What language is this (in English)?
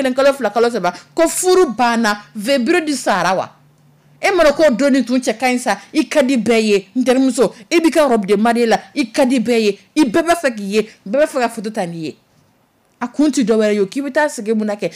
Dyula